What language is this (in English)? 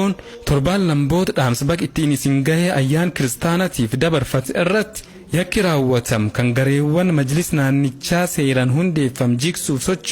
Oromo